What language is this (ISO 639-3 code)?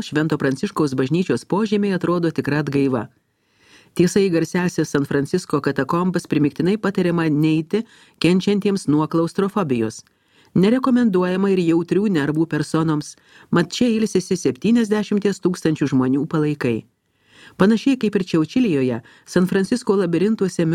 lit